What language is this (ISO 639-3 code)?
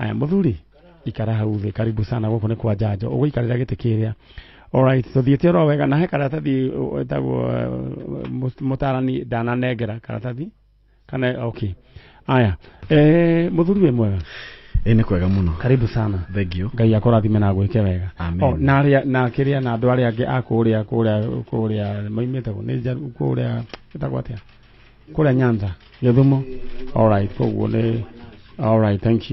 kik